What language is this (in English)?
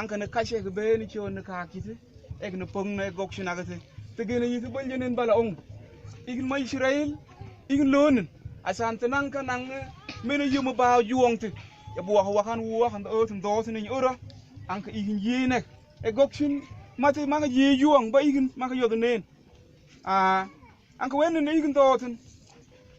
Mabaan